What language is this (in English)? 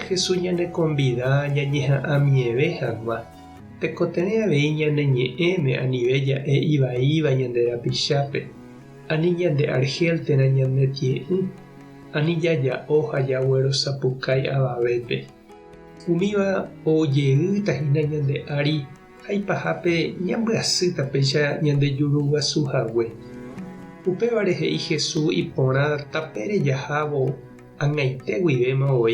Guarani